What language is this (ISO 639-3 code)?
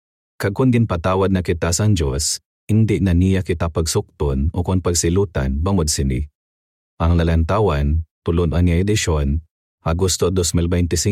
hil